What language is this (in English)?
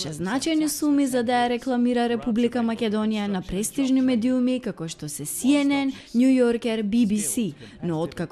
Macedonian